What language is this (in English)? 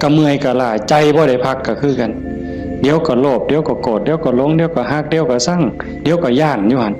Northeastern Thai